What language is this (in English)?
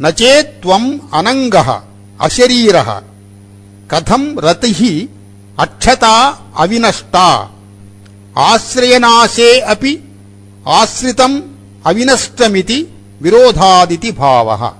Sanskrit